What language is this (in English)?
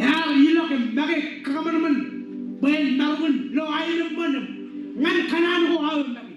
Marshallese